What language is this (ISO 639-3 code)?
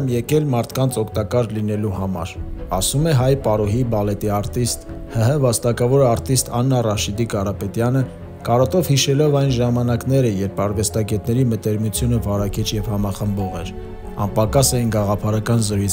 hye